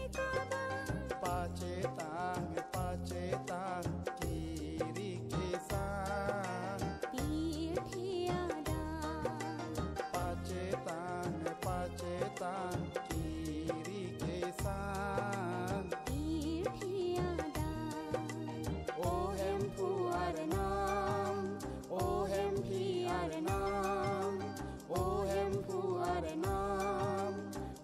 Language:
Karbi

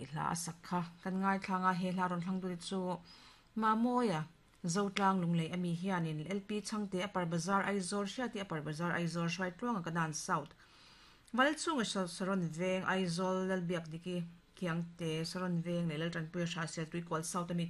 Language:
Mizo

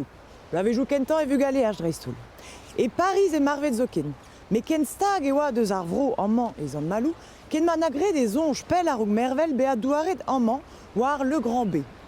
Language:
Breton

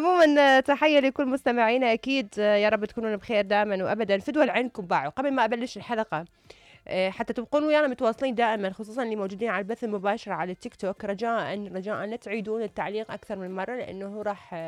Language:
Mesopotamian Arabic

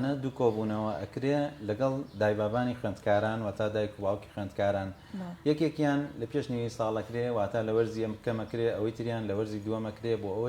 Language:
Central Kurdish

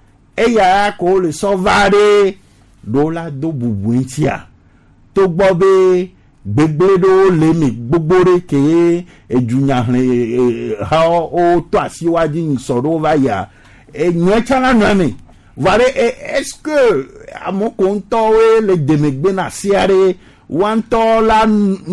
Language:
Gen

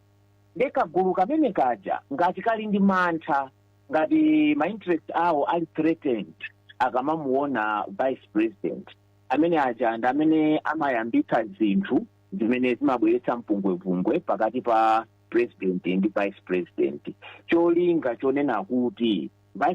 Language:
Nyanja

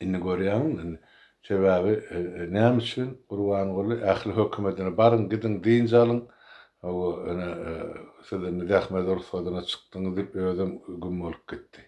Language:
Turkmen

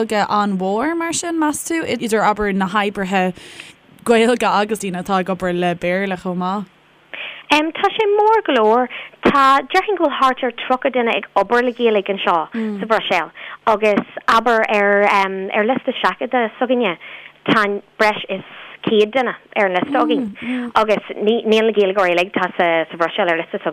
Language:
Irish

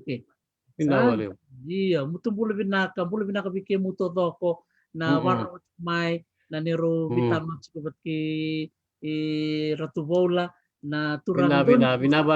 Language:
Fijian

